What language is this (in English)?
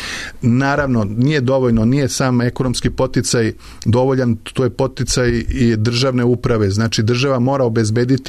Serbian